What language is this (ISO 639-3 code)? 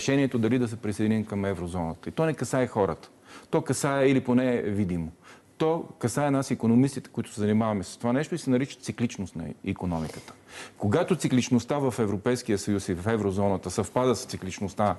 bul